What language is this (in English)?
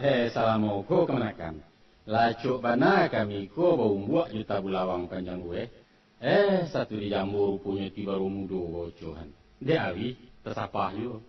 Minangkabau